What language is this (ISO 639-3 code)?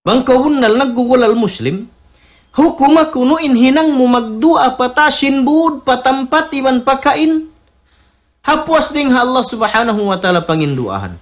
tsg